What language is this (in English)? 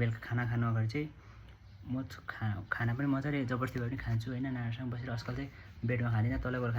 Nepali